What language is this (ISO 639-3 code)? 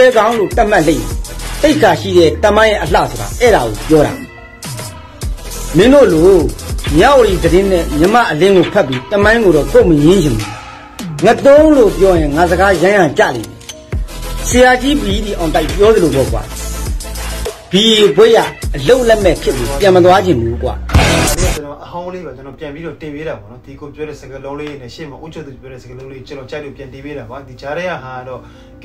mya